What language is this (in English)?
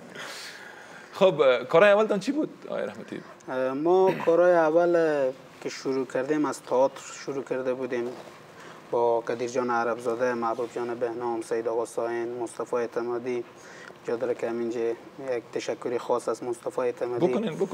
Persian